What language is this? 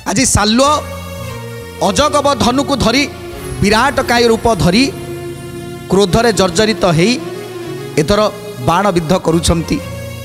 Odia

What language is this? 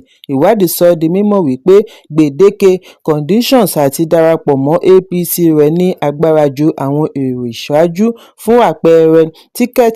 Yoruba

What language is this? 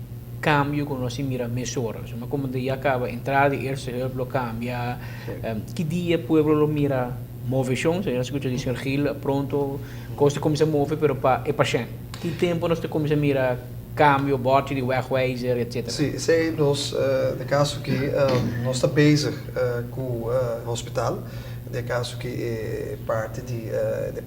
Papiamento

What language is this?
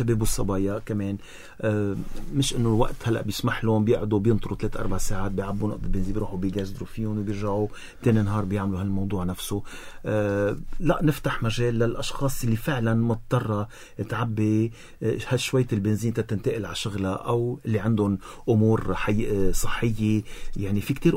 North Levantine Arabic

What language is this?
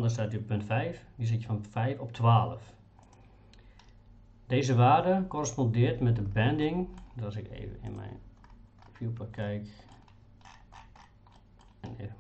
Dutch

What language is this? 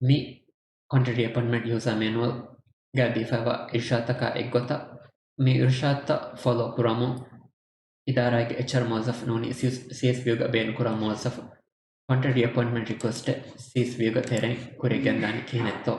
Divehi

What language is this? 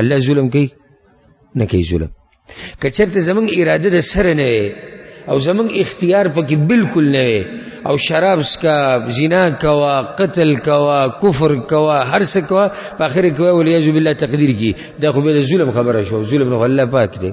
Pashto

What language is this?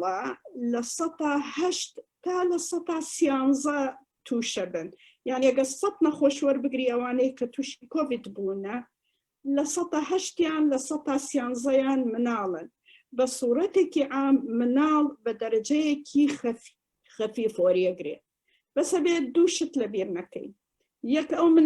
Central Kurdish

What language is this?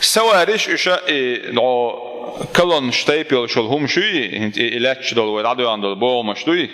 Chechen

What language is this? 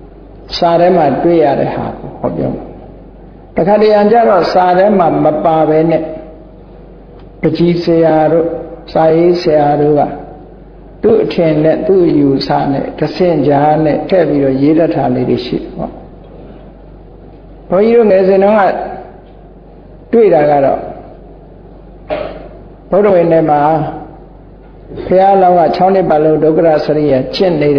Burmese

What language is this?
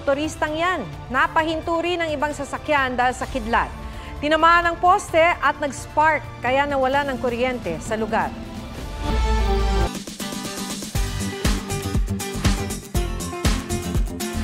Filipino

